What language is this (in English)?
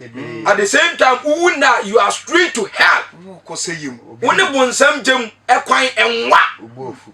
Akan